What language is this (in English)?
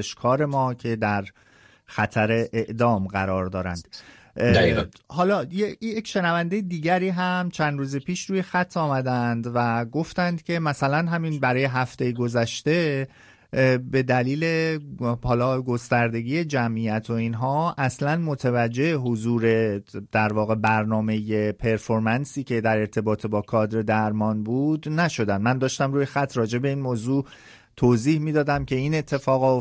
Persian